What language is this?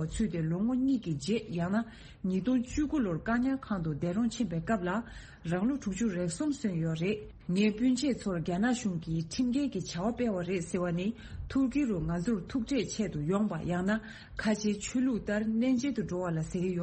Tibetan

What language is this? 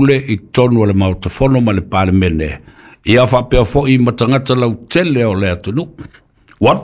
Samoan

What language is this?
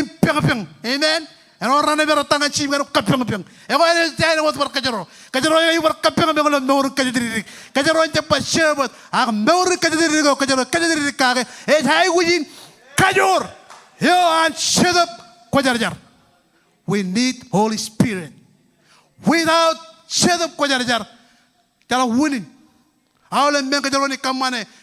Marshallese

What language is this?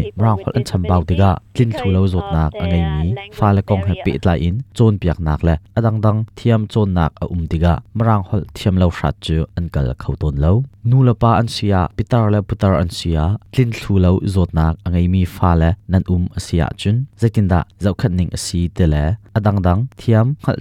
Hakha Chin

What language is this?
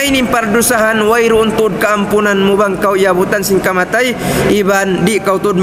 Tausug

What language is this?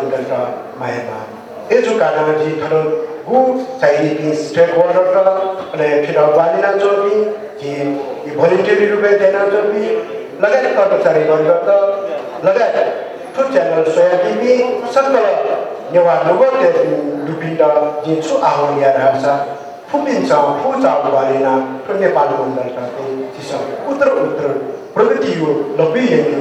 Newari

